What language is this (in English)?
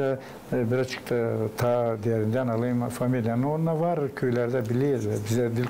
Gagauz